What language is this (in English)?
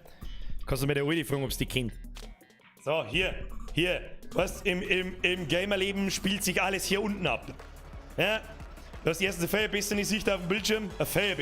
Bavarian